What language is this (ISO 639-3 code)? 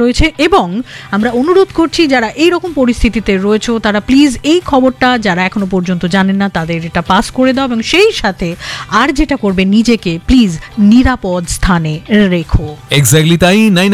ben